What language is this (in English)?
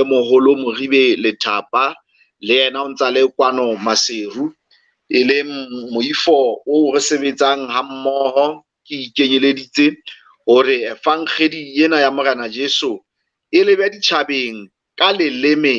Southern Sotho